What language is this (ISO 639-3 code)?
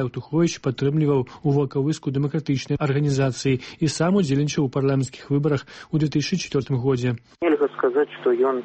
bel